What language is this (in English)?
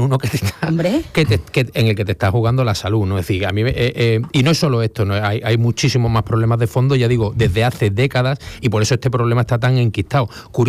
Spanish